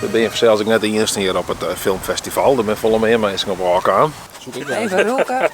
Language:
Western Frisian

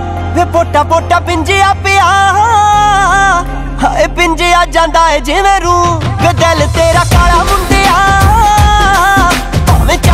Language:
Punjabi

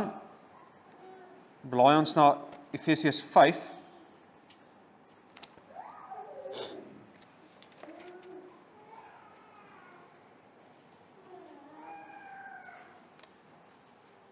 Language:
Afrikaans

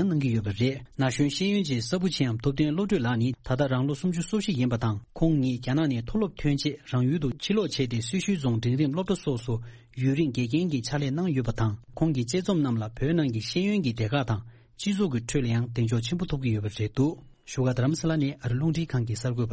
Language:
Tibetan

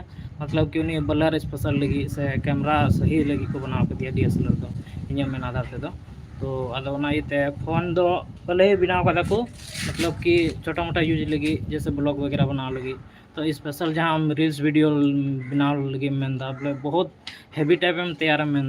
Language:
Santali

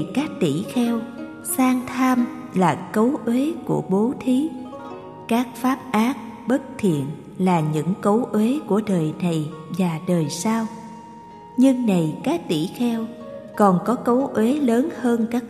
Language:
Vietnamese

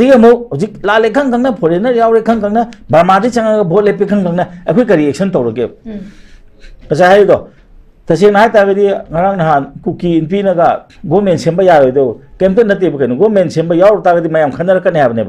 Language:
Manipuri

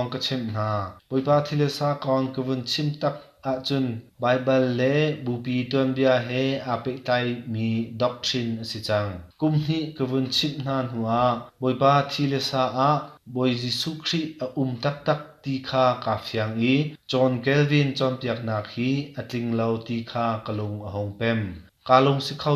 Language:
Hakha Chin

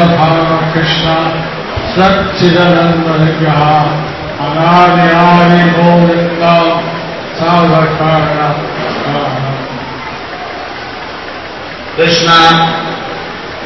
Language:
Bangla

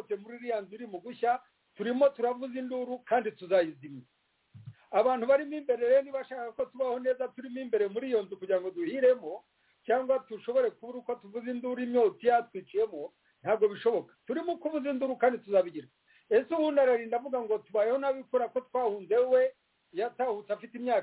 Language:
Kinyarwanda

